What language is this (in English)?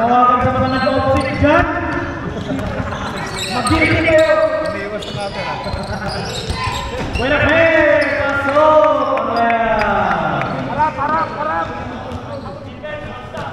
Filipino